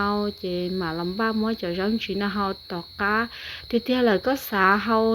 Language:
Hmong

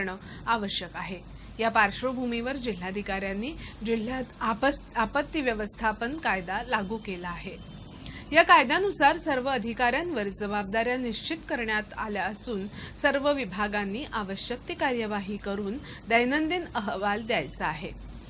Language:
Marathi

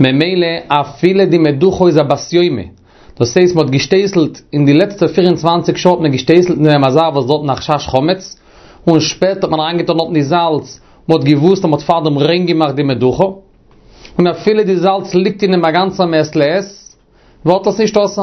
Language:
Yiddish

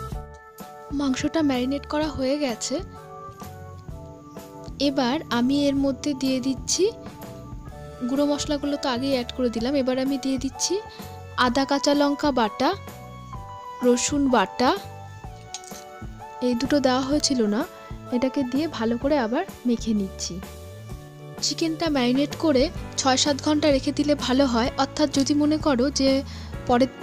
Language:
Bangla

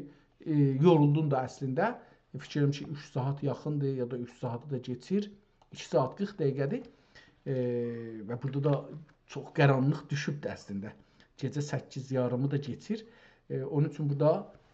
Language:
South Azerbaijani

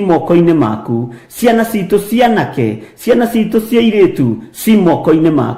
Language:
Kikuyu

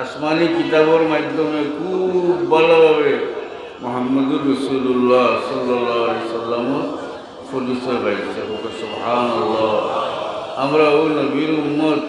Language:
Sylheti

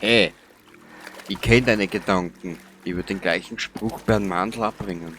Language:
Bavarian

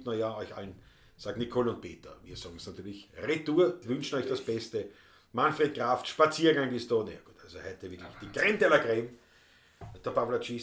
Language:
Bavarian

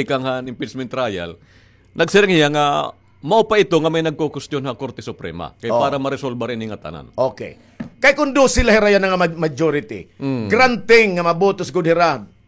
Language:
Waray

